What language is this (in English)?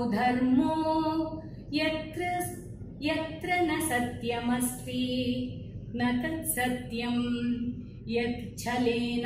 Sanskrit